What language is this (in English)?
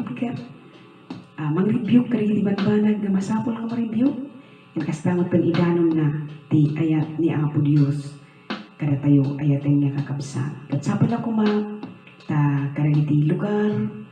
Iloko